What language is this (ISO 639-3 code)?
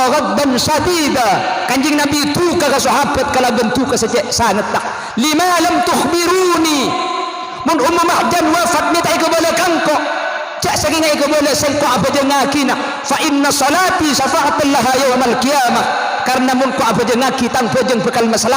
mad